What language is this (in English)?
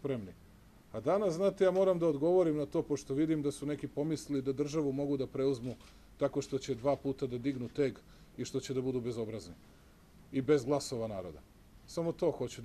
Serbian